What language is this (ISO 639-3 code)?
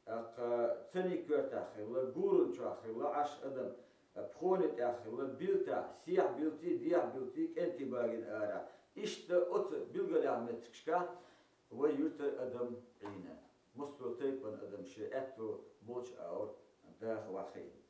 che